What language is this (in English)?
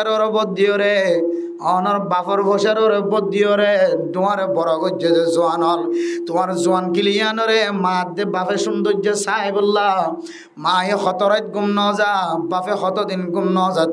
Rohingya